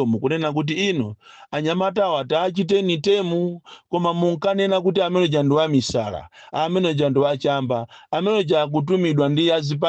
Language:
Nyanja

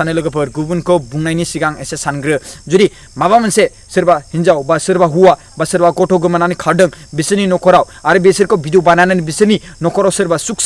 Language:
Bodo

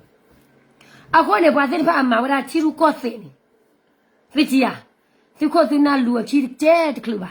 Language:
S'gaw Karen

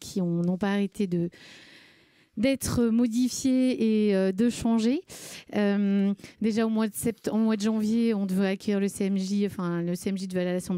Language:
French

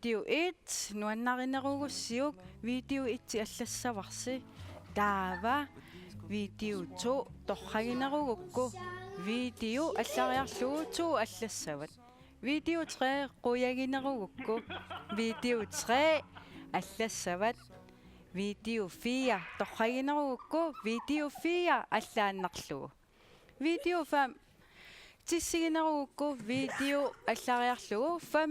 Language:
Kalaallisut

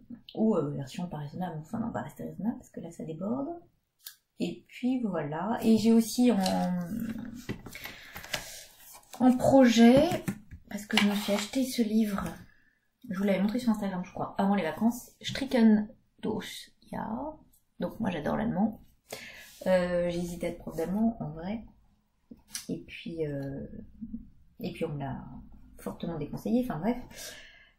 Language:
French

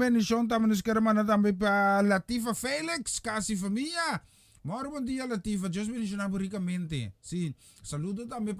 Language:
Papiamento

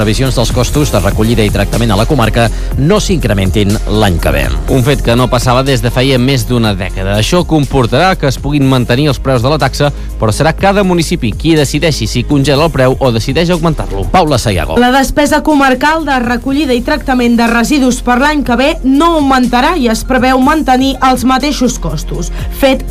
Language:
Catalan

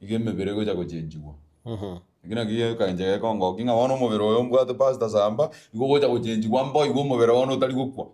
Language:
Gusii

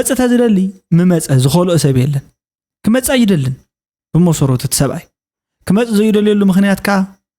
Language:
Tigrinya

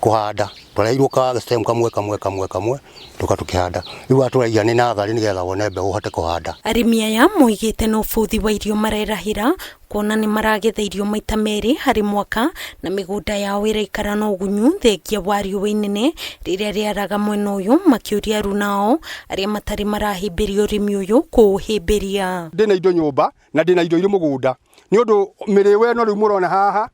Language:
Kikuyu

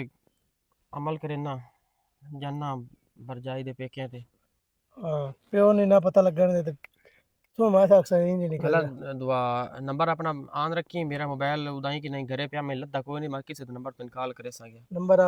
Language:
Western Panjabi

